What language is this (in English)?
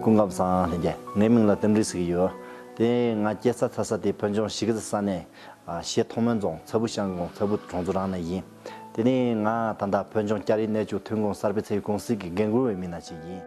Tibetan